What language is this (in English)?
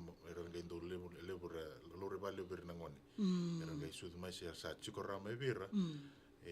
Fijian